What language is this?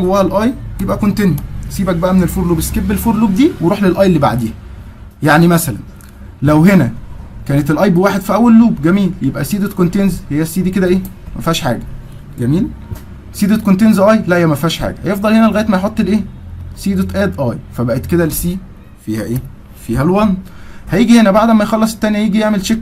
Egyptian Arabic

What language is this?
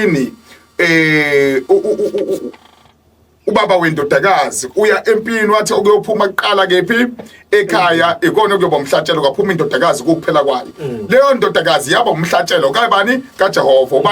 Zulu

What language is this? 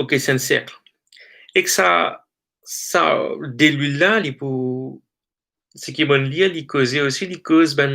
Morisyen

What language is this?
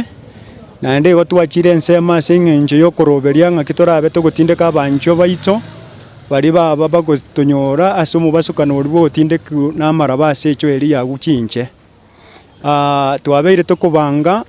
Gusii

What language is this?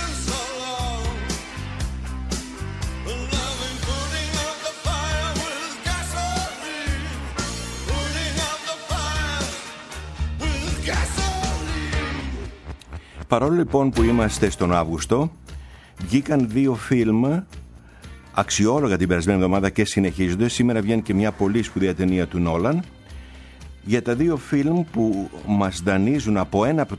Greek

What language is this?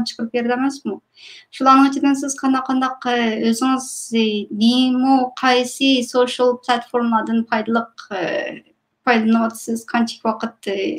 Uyghur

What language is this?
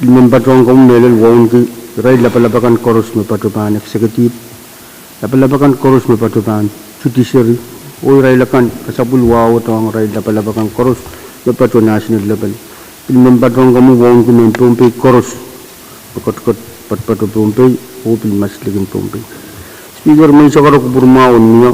Pohnpeian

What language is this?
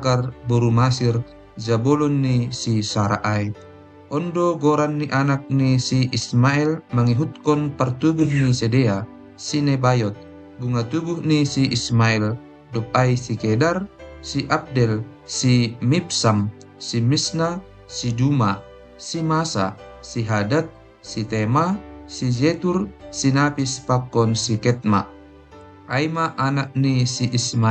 Batak Simalungun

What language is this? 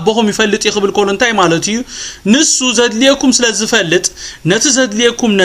Tigrinya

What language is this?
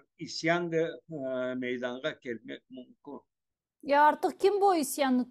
Crimean Tatar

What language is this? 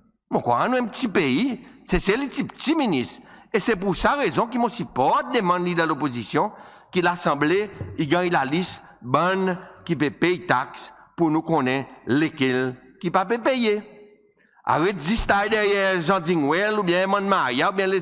Seselwa Creole French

